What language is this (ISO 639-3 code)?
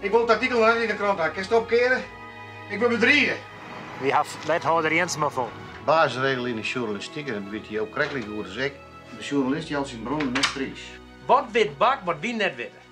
fry